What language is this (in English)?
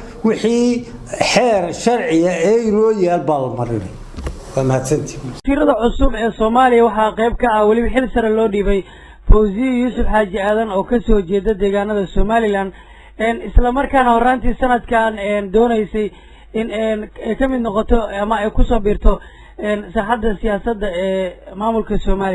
Somali